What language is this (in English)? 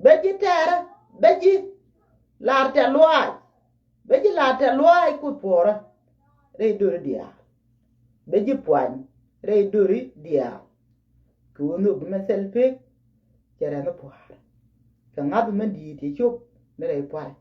Nuer